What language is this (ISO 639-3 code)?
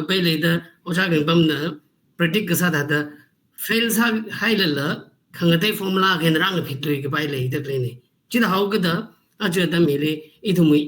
nmf